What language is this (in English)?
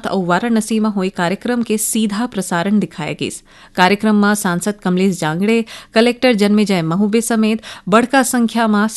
Chhattisgarhi